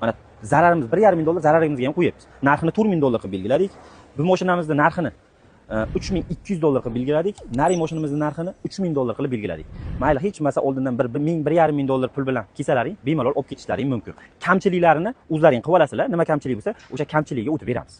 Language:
Uzbek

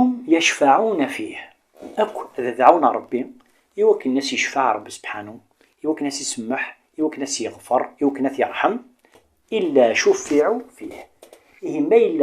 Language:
Kabyle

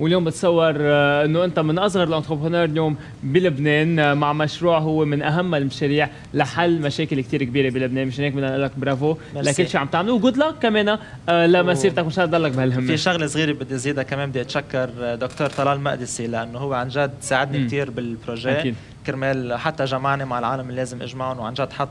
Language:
North Levantine Arabic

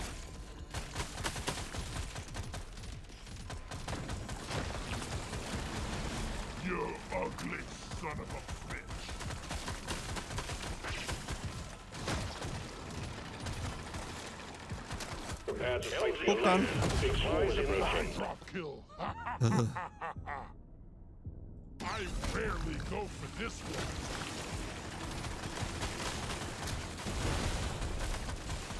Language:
Hungarian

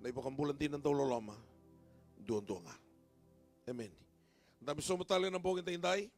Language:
Fijian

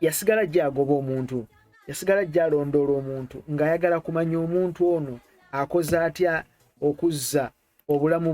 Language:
Ganda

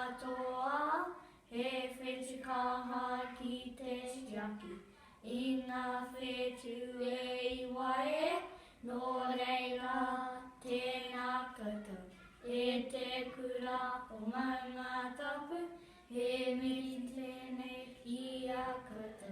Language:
Māori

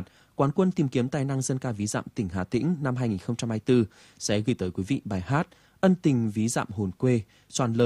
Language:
Vietnamese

